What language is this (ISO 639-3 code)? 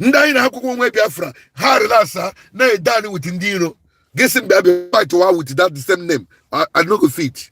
ibo